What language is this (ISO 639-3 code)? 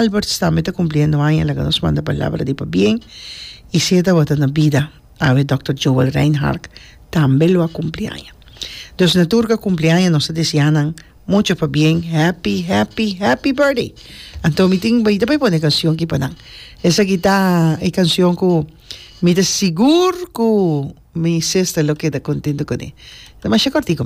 pap